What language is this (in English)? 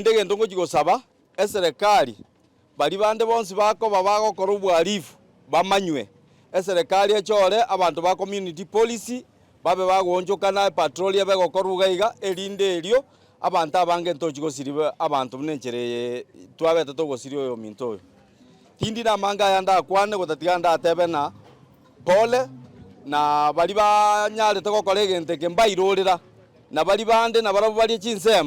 Gusii